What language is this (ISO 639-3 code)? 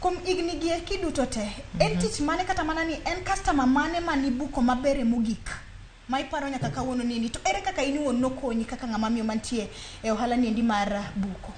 luo